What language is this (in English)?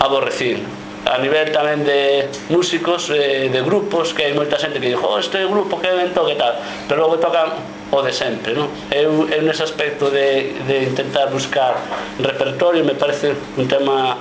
Galician